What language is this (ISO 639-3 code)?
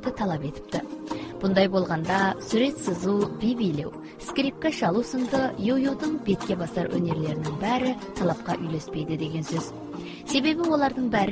kaz